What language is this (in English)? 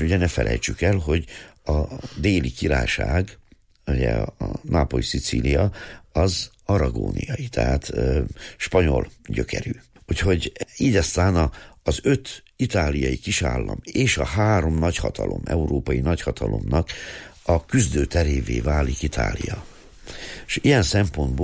Hungarian